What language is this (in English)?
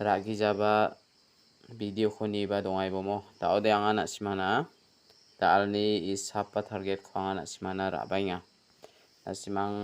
Garo